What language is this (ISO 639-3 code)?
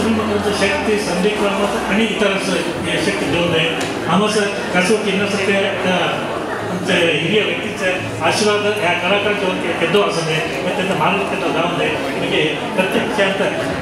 kok